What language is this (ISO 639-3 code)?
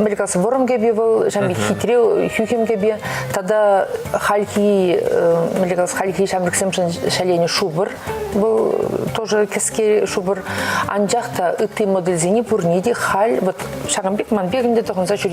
chv